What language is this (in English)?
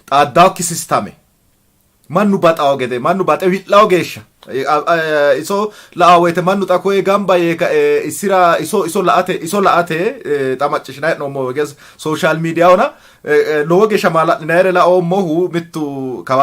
Sidamo